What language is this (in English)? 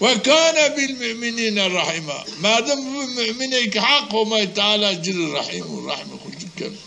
Zaza